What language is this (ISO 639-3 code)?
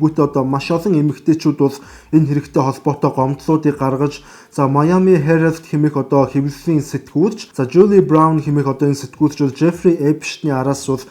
mon